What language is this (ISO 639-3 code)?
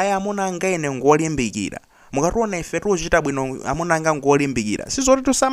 nya